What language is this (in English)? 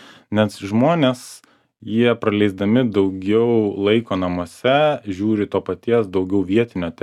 Lithuanian